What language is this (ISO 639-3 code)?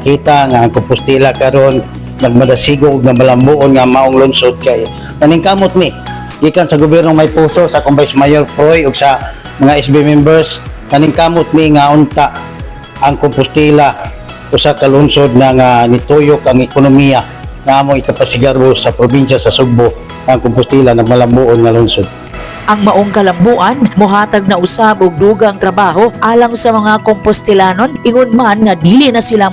ceb